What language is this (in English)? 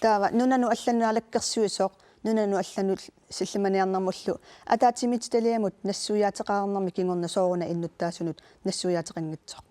Kalaallisut